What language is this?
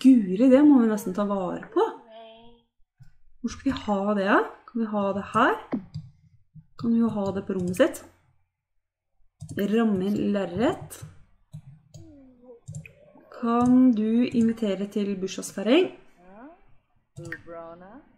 Norwegian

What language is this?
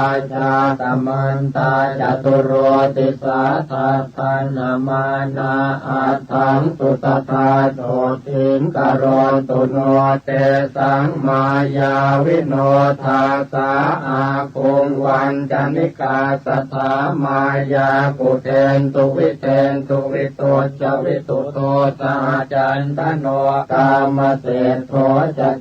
Pali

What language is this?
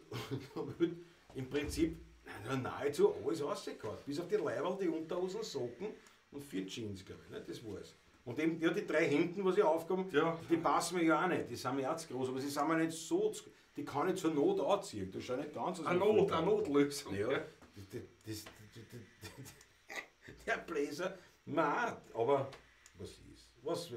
Bavarian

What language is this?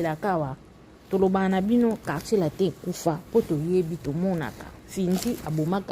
Lingala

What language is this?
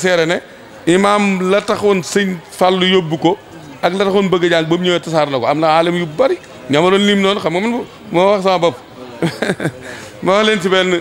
Wolof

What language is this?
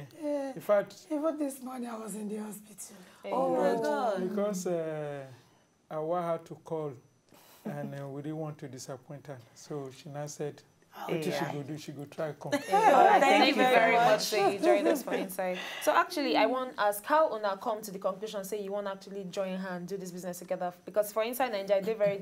Nigerian Pidgin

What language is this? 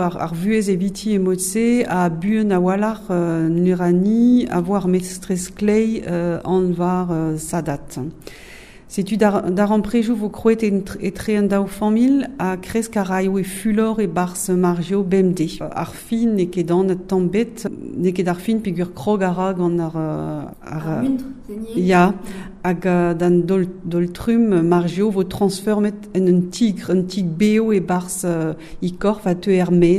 Breton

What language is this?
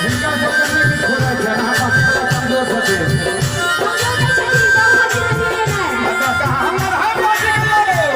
Maithili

